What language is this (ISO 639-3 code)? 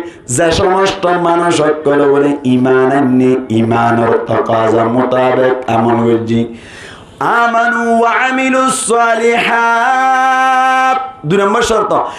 rhg